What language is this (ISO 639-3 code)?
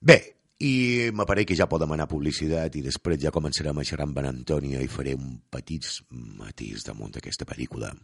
cat